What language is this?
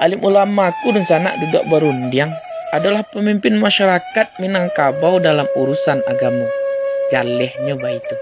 Minangkabau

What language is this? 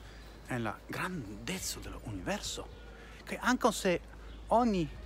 Esperanto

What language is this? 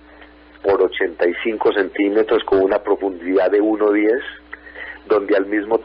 Spanish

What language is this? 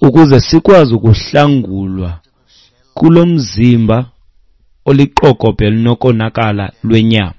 Xhosa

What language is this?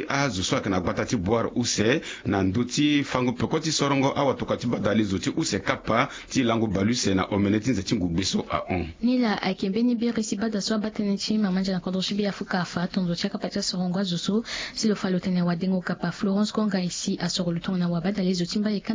Sango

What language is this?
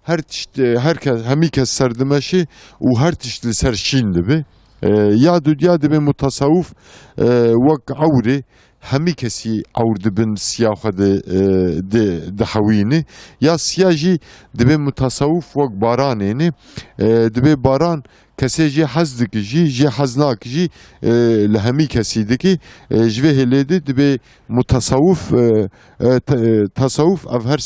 Kurdish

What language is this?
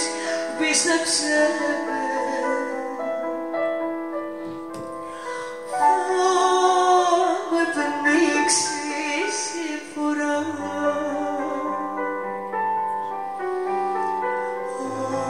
Greek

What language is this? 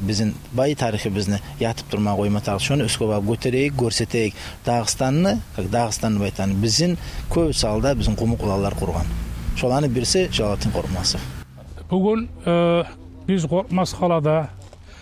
Kumyk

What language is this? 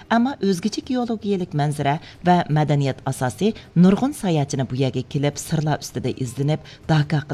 Uyghur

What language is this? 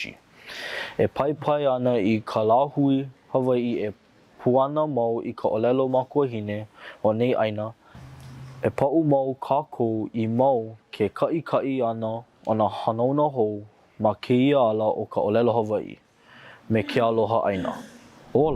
Hawaiian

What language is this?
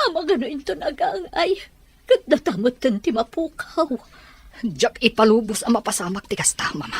Iloko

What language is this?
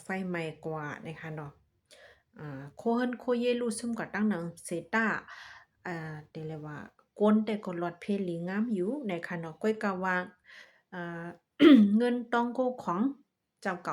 Shan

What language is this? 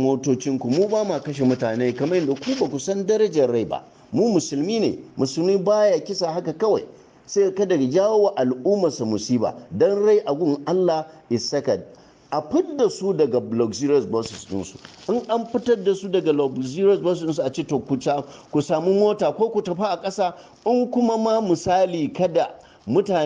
Hausa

